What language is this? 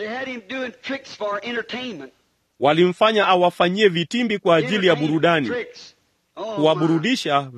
Swahili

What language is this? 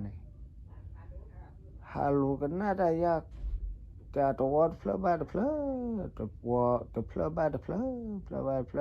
S'gaw Karen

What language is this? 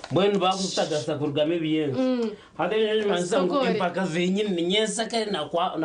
Nyankole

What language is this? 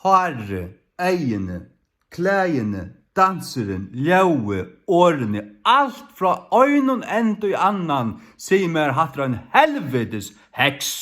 Faroese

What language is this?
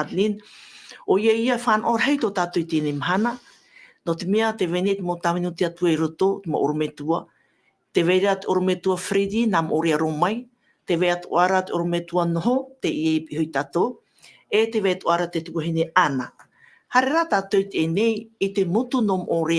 Tahitian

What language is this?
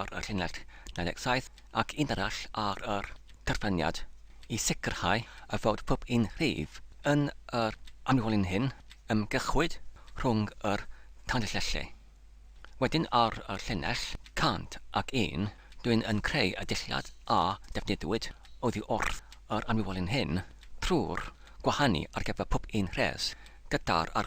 Welsh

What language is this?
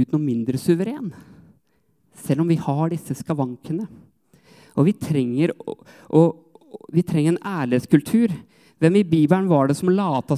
Norwegian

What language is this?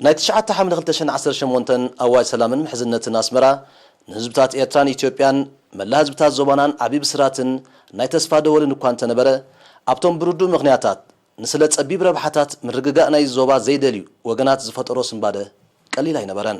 Tigrinya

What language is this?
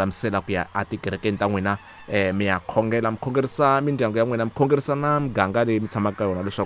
Tsonga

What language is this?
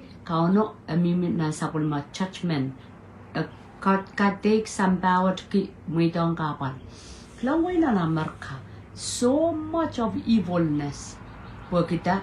Pohnpeian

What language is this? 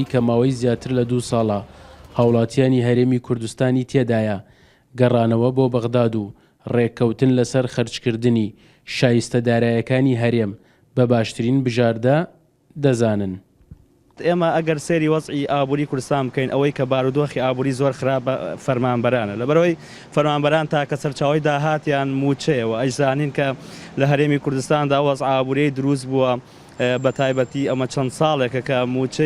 Central Kurdish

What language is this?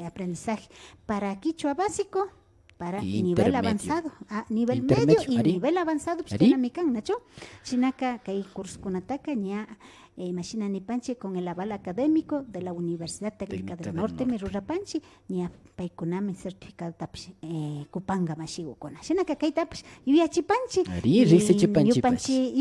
Imbabura Highland Quichua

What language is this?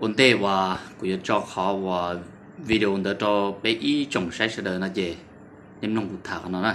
Hmong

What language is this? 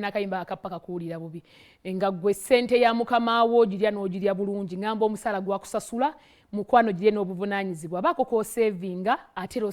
Ganda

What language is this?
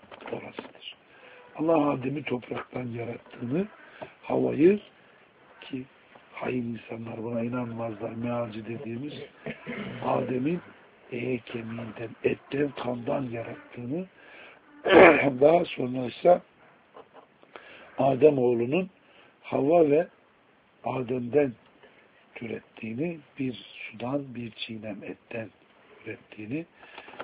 Turkish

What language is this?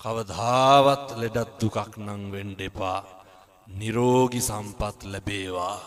Sinhala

